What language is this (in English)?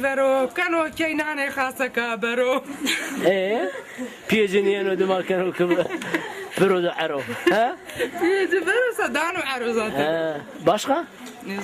Zaza